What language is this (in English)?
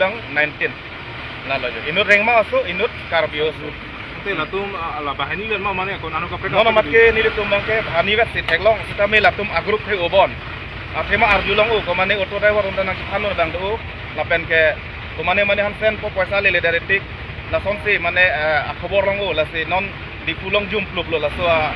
Karbi